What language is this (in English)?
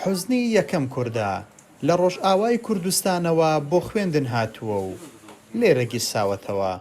Central Kurdish